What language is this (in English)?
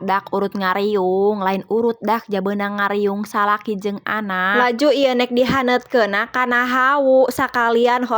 Sundanese